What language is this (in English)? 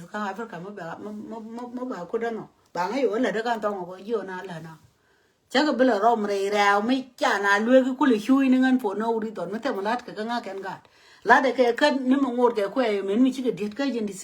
Nuer